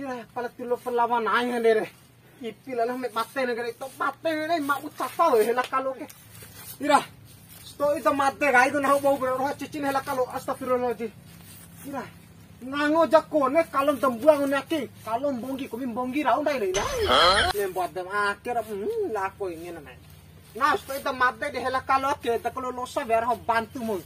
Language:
Bima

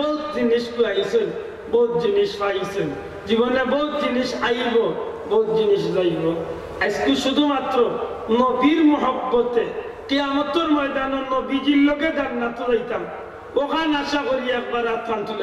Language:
Sylheti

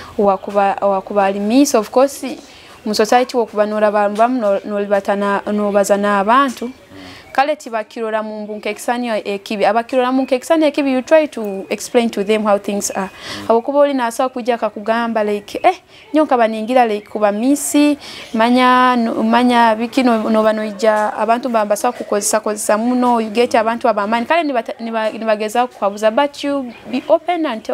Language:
Nyoro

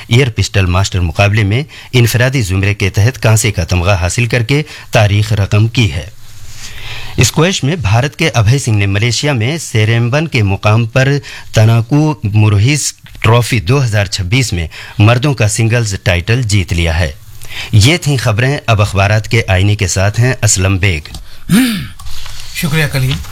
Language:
Urdu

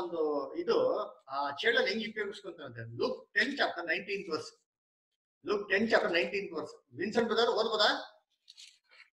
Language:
Kannada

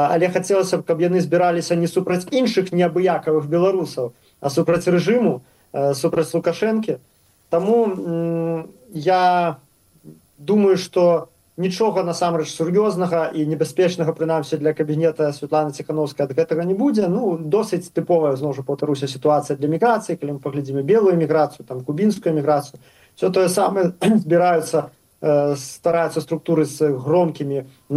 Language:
Belarusian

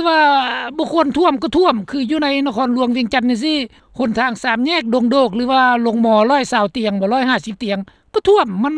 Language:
Lao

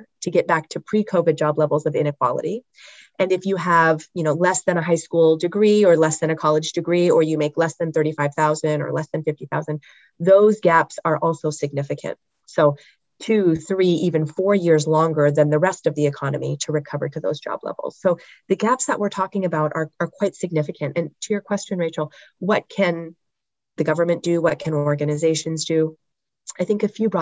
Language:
English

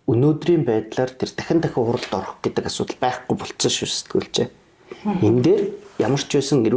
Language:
Mongolian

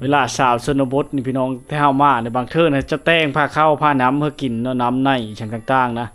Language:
Lao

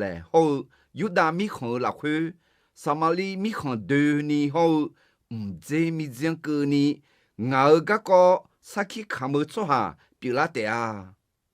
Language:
Akha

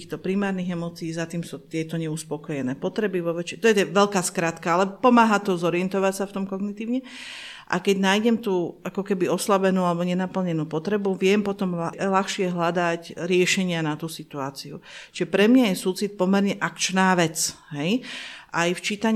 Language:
Slovak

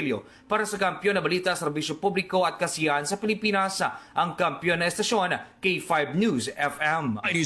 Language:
Filipino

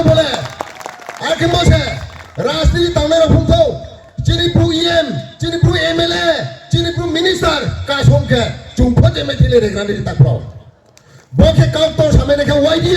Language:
Riang (India)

